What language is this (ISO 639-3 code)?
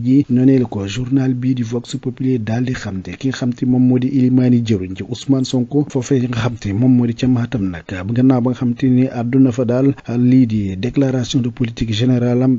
wol